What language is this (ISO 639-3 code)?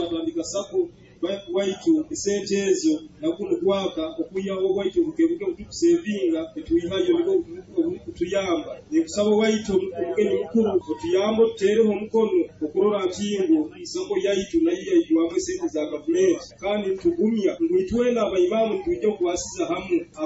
nyo